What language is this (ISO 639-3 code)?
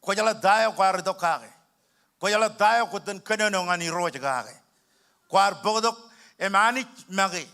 mah